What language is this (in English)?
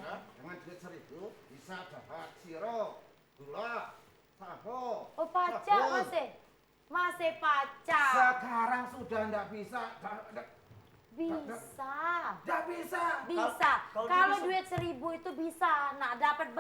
Musi